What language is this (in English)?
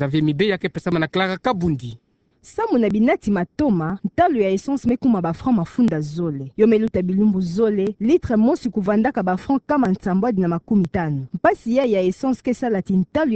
Kituba (Democratic Republic of Congo)